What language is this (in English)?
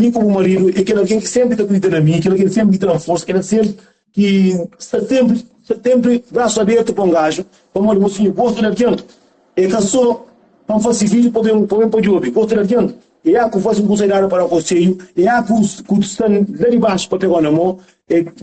Kabuverdianu